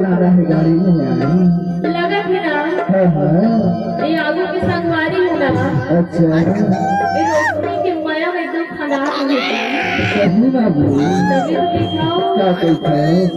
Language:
Chhattisgarhi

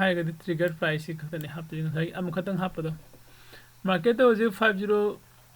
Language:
Manipuri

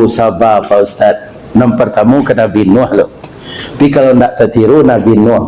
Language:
Minangkabau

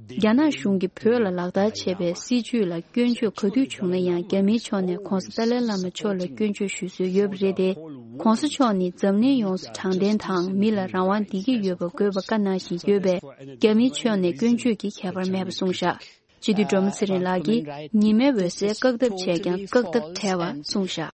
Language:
Tibetan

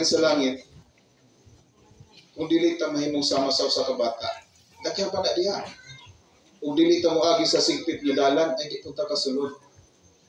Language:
Cebuano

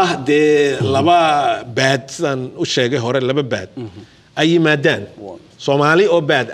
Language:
Somali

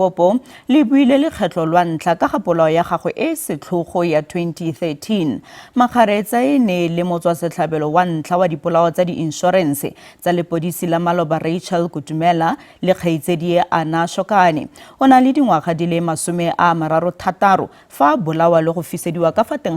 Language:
Tswana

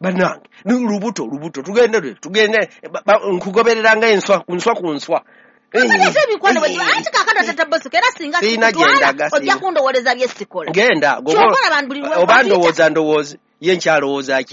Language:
Ganda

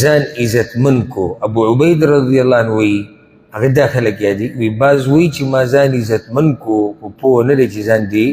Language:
Pashto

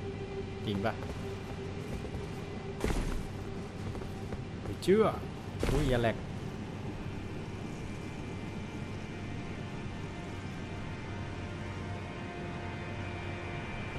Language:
Thai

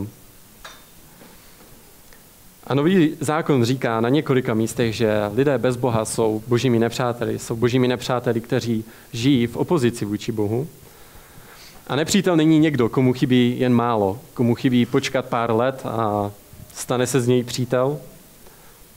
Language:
Czech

